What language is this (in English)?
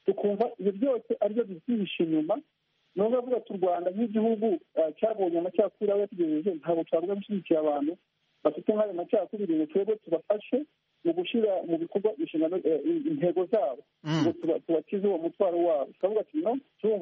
Kinyarwanda